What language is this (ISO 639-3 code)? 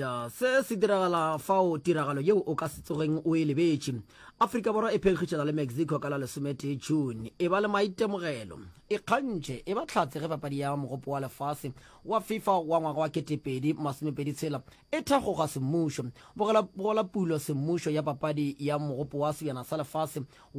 nso